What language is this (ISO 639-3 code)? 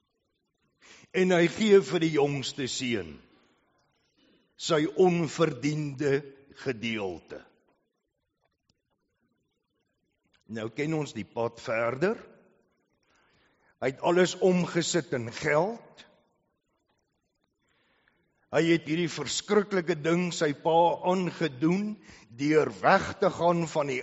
afr